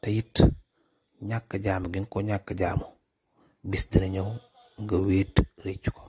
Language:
Wolof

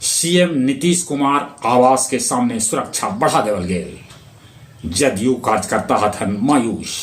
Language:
Magahi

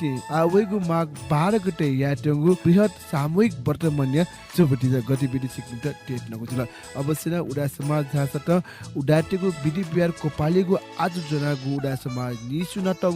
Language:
Newari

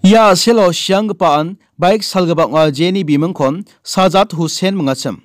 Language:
Garo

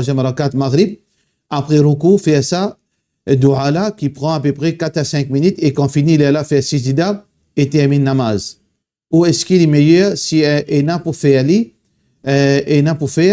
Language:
Morisyen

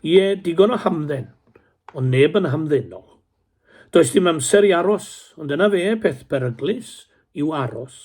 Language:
Welsh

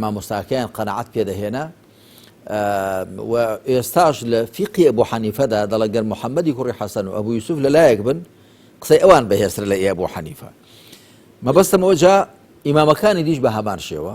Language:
Central Kurdish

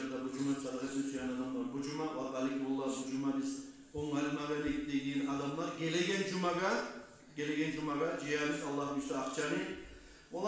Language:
Kumyk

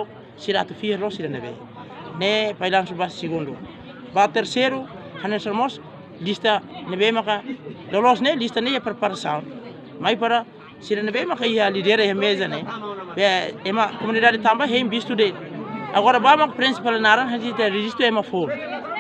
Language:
Tetum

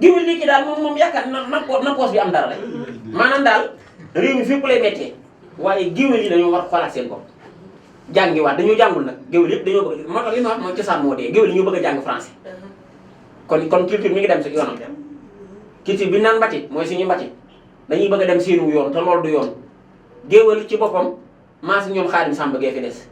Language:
Wolof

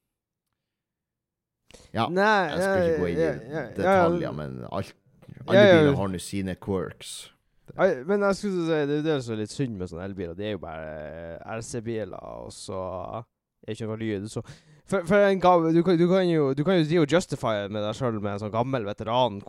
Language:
Norwegian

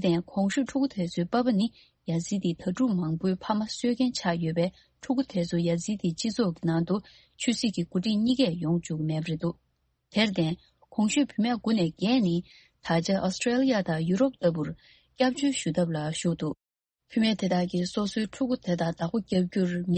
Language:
Tibetan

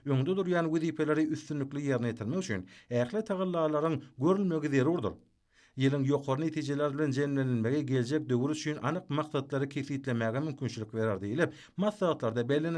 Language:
Turkmen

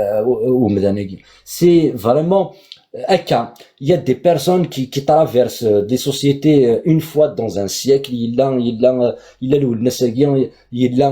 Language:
Kabyle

